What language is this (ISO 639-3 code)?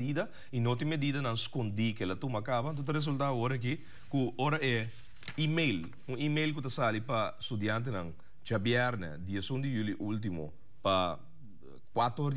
pap